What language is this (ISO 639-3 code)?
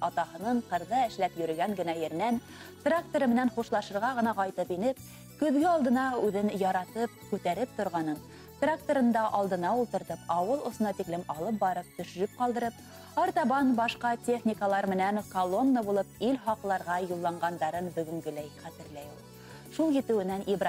bak